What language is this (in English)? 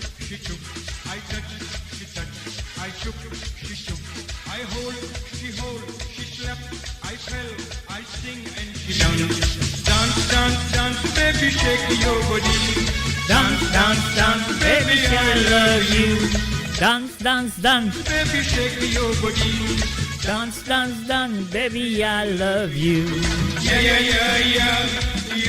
Morisyen